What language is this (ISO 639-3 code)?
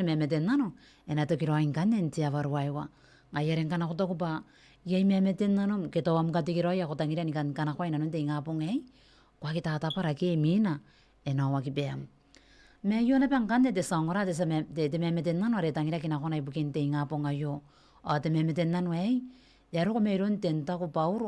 gil